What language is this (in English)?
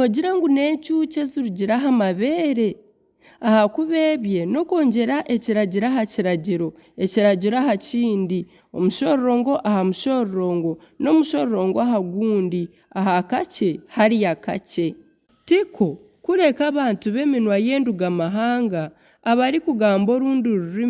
Nyankole